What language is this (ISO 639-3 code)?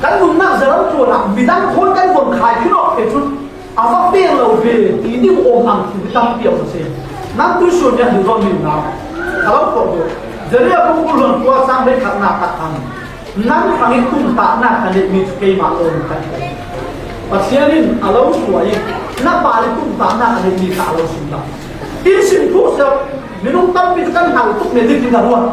cfm